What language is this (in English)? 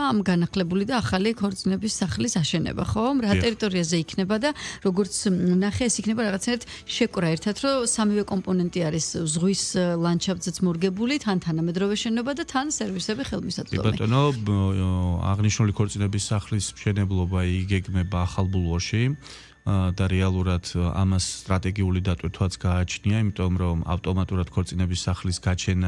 Georgian